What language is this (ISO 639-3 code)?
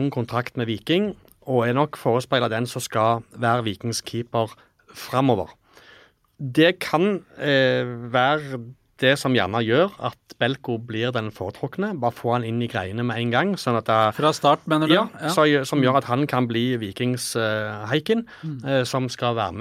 nor